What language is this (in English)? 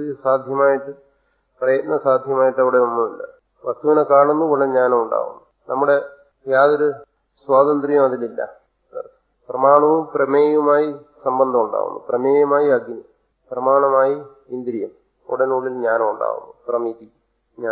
Malayalam